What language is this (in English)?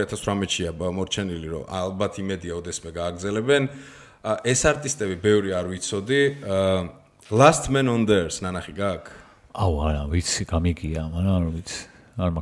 Georgian